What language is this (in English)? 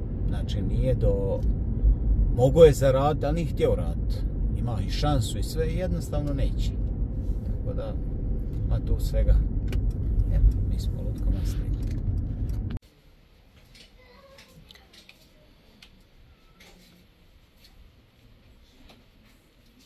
Croatian